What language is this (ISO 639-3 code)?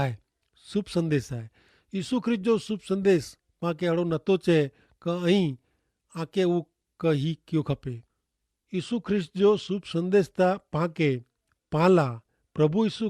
kfr